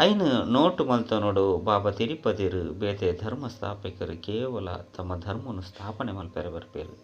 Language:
Tulu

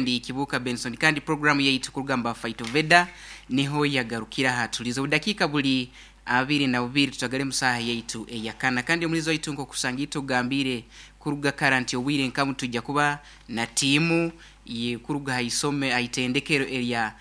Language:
Nyoro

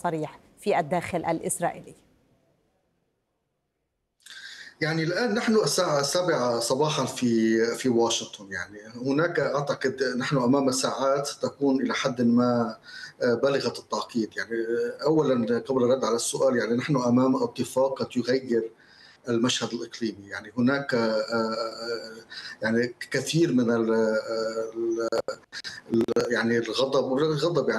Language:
Arabic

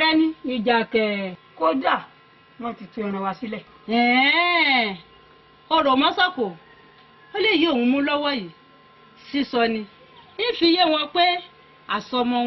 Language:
Yoruba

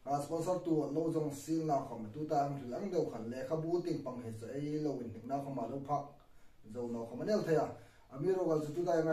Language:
Hmar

